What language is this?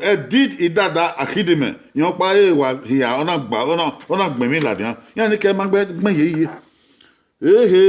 Bini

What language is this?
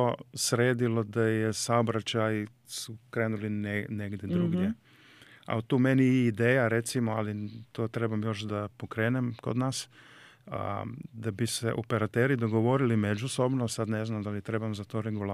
Serbian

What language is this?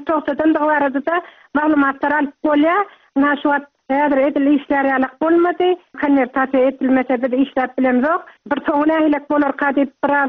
Turkmen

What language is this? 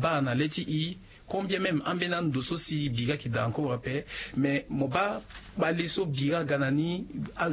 Sango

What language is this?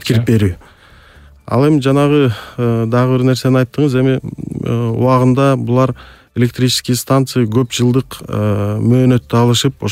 Kyrgyz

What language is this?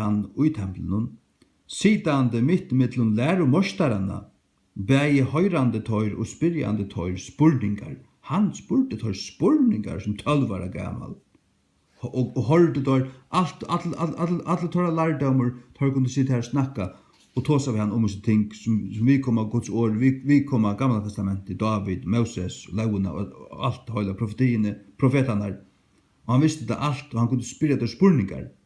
Faroese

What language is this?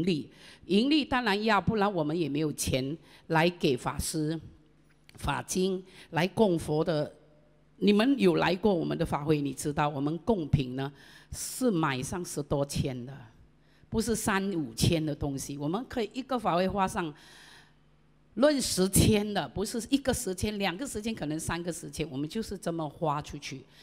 Chinese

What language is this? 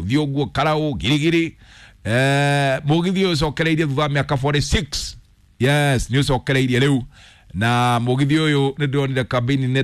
Kikuyu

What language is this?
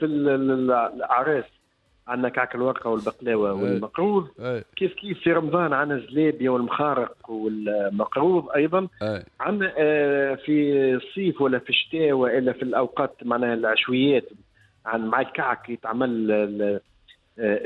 Tunisian Arabic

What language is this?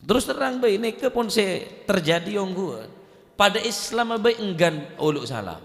Madurese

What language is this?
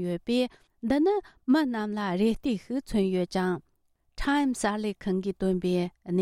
Tibetan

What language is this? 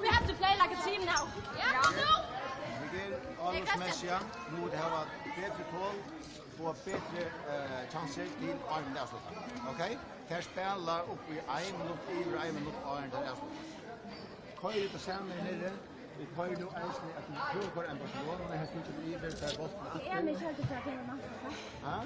Faroese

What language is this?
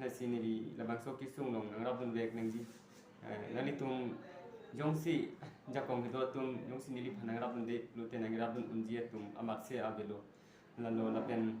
Karbi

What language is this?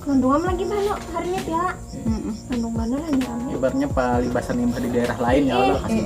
Banjar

